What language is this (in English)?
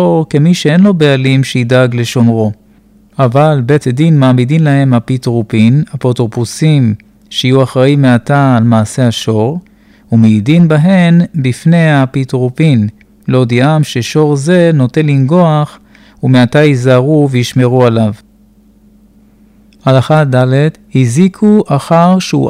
Hebrew